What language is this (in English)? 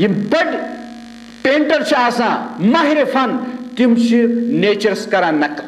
Kashmiri